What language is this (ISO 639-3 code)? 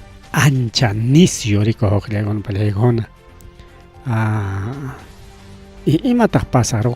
quy